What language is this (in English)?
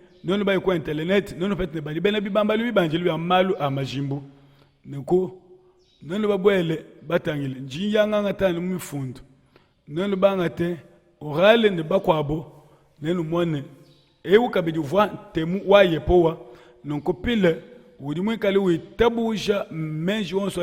Luba-Lulua